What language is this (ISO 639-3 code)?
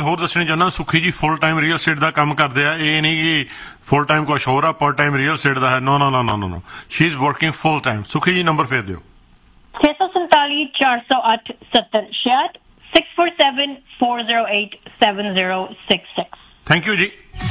pan